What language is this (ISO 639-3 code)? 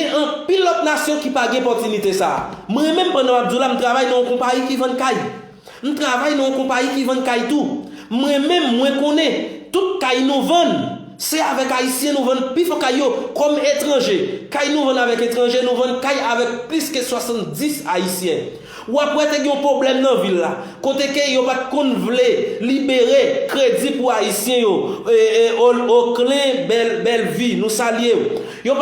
hat